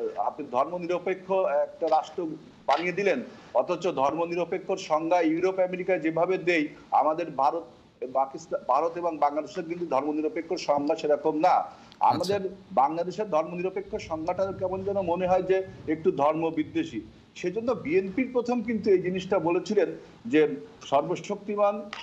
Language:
Bangla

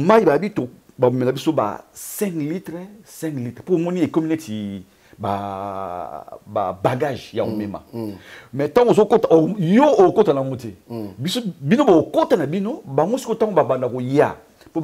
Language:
Lingala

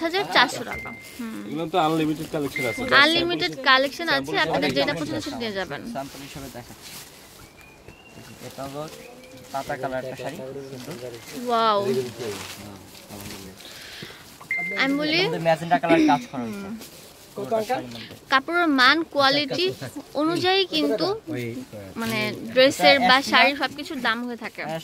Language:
Bangla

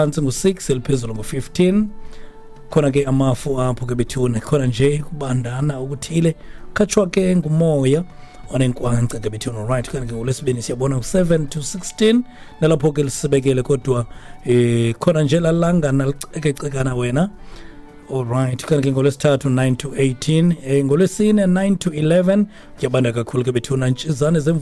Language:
Xhosa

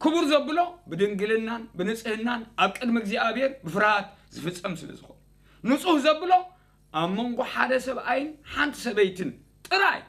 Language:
Tigrinya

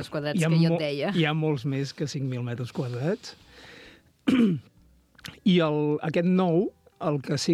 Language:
Catalan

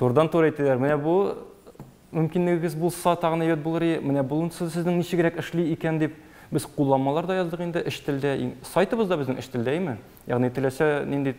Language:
Tatar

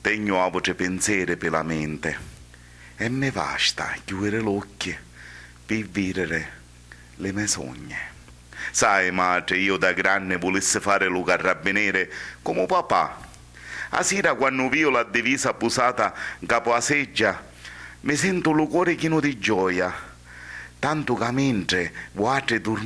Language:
Sicilian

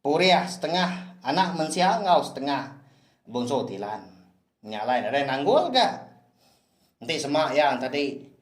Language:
Iban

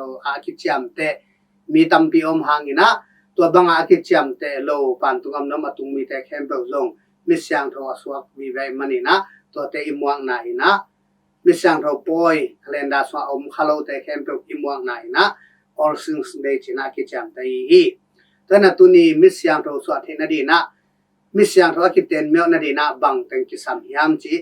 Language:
Tedim Chin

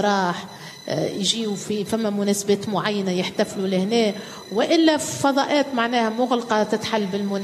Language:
Tunisian Arabic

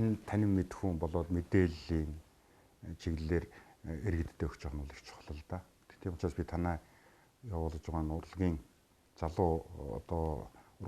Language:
Mongolian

